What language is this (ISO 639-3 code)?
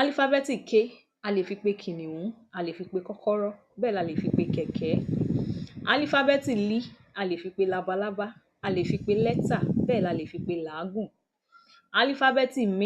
yor